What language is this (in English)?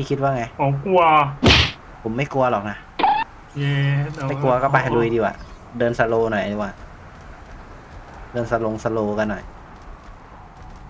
Thai